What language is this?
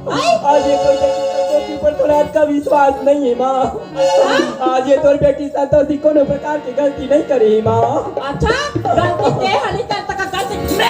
Chhattisgarhi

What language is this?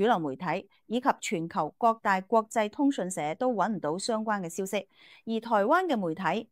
Cantonese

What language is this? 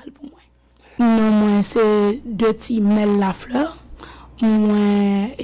Haitian Creole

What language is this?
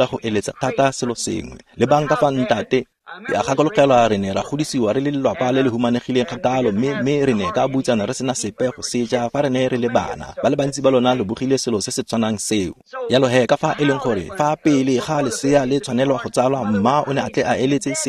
Tswana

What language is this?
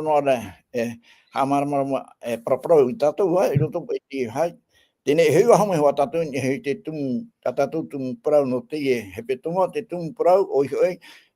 Tahitian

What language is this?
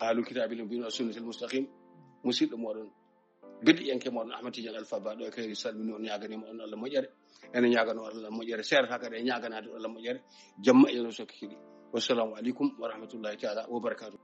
Fula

